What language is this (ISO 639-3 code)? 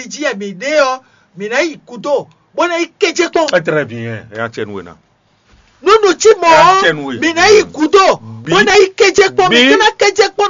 fon